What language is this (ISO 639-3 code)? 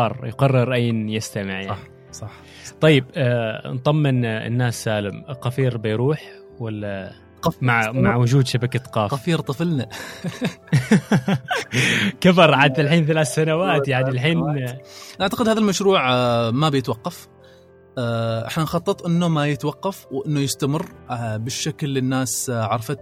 afb